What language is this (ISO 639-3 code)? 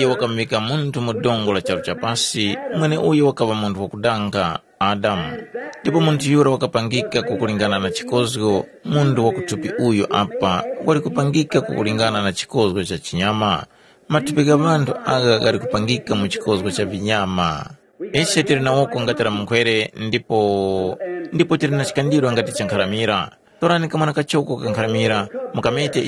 tum